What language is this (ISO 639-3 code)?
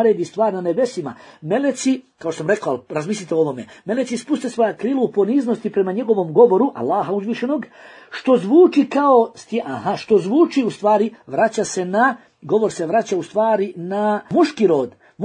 bos